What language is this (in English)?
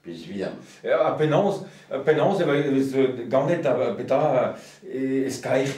Breton